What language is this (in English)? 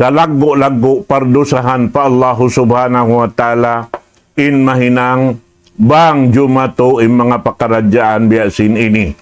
Tausug